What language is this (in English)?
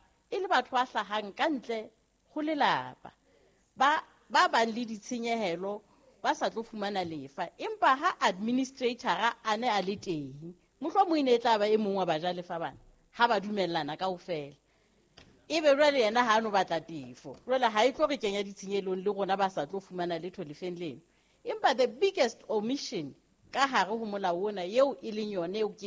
Southern Sotho